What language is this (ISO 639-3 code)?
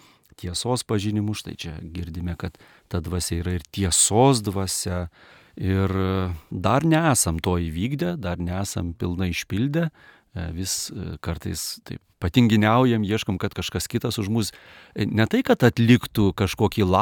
lit